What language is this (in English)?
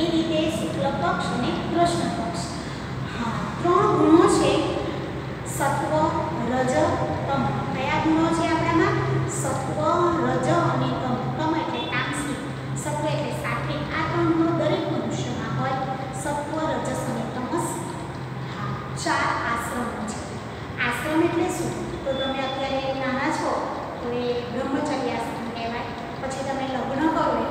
Gujarati